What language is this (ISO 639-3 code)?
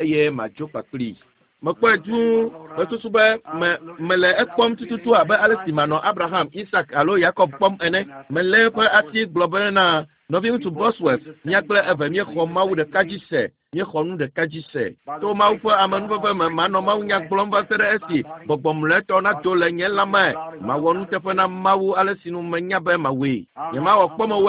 ewe